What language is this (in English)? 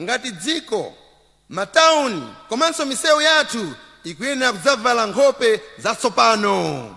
Nyanja